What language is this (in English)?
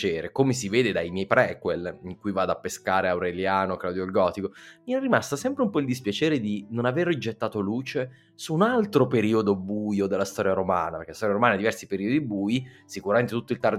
Italian